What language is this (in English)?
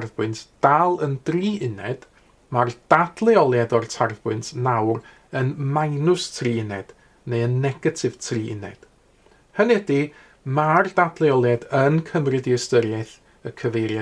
Welsh